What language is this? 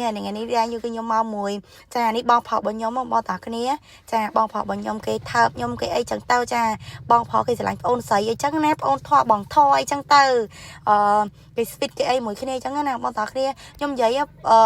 Khmer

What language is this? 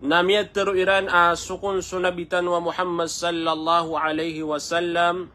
Maranao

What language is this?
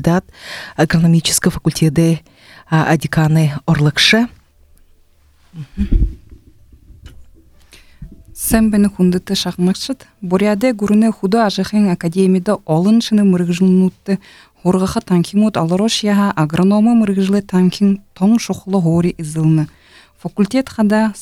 Buriat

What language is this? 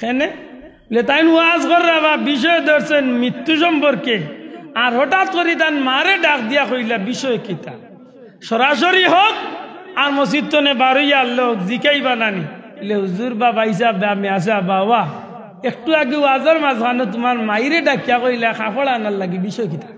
Sylheti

